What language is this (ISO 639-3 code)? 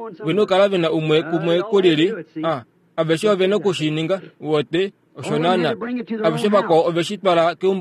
kua